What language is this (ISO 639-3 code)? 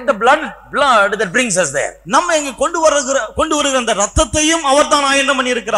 tam